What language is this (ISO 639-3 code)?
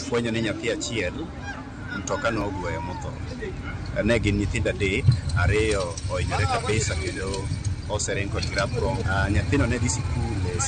luo